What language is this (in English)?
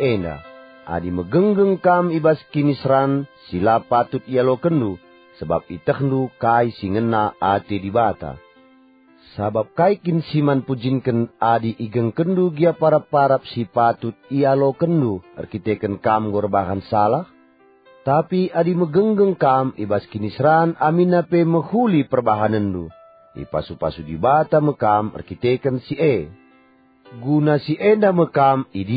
Batak Karo